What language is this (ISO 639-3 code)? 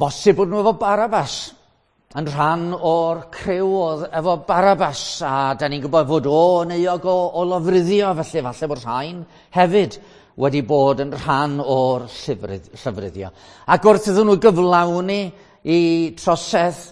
cym